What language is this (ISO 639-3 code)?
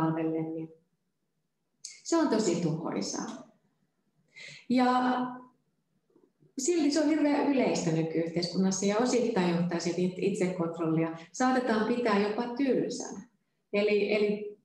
fin